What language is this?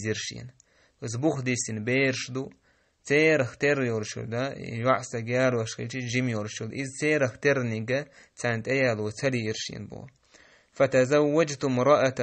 Chechen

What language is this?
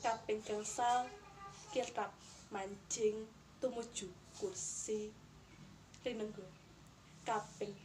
Javanese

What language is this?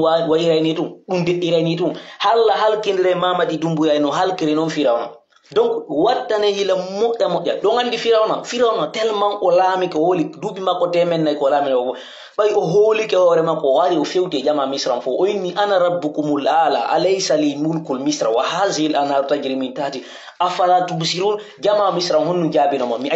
Pular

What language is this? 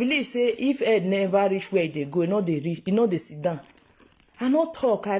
Nigerian Pidgin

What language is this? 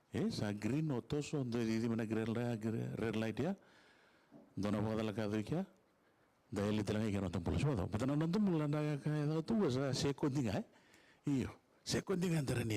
Fijian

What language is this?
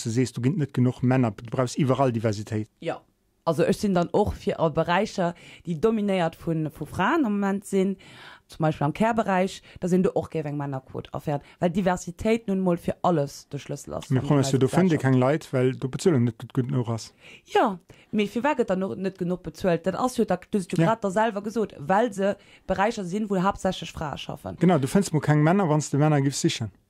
Luxembourgish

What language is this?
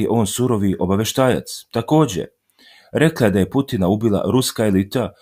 Serbian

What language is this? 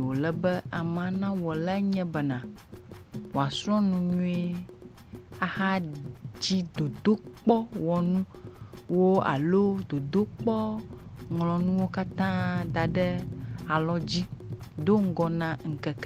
Ewe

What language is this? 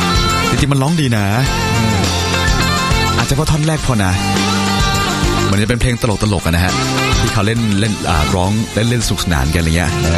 Thai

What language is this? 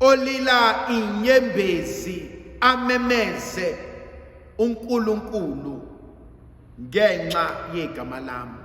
Zulu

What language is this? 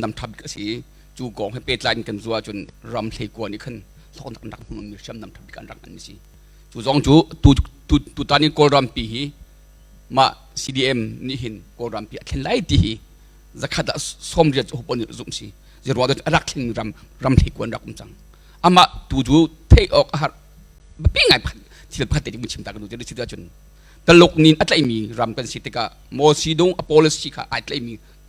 Hakha Chin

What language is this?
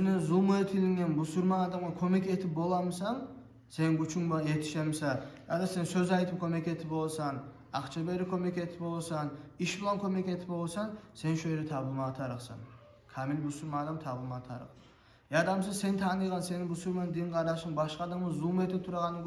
Kumyk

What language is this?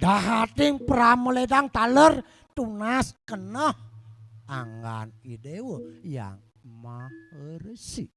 Balinese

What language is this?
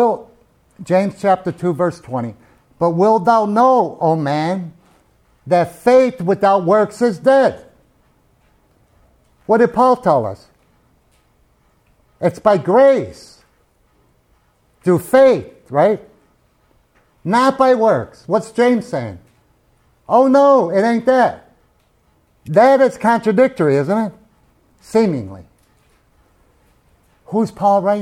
English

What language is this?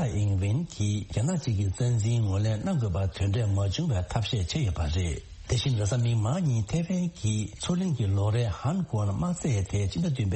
Tibetan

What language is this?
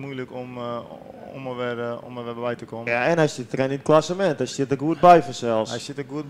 Western Frisian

